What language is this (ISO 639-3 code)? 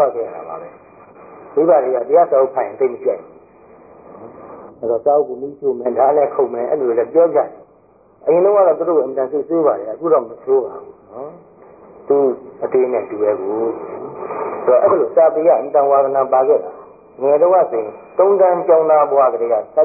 mya